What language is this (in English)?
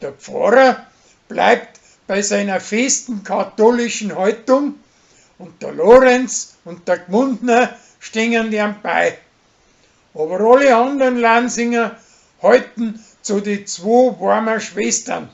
Bavarian